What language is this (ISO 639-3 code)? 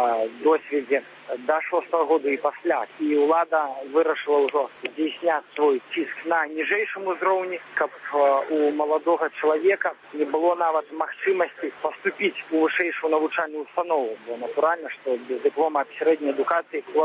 bel